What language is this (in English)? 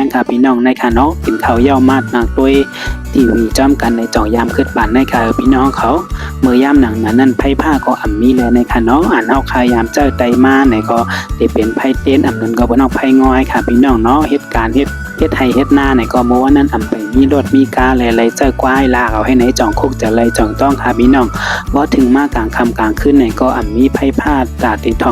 Shan